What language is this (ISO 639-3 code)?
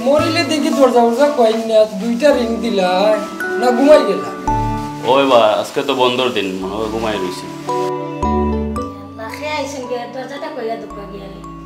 syl